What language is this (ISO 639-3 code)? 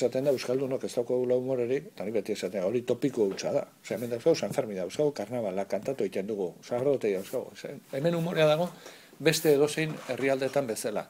eus